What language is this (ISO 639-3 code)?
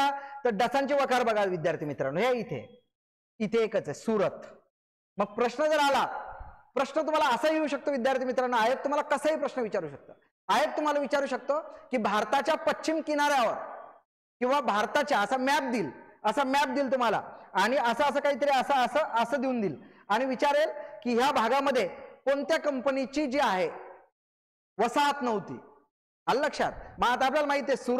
mar